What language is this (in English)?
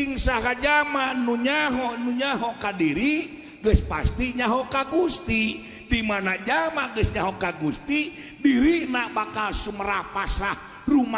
Sundanese